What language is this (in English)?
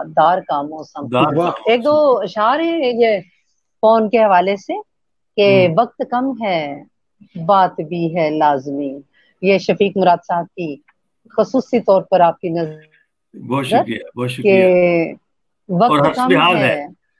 Urdu